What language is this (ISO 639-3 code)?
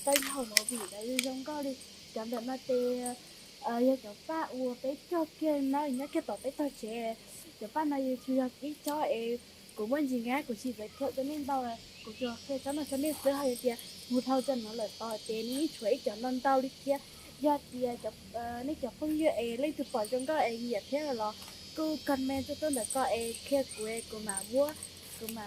hmn